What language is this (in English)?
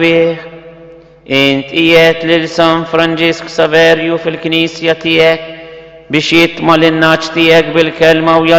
Maltese